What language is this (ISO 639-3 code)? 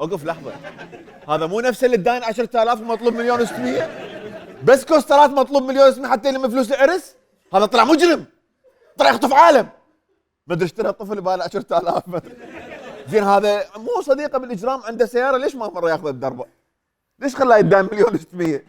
acm